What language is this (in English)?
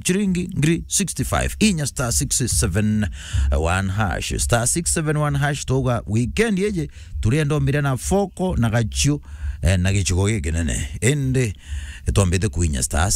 Meru